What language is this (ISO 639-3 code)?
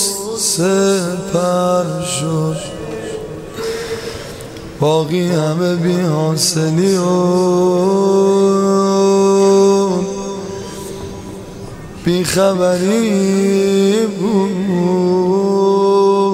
fas